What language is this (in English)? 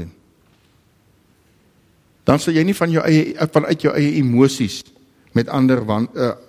Afrikaans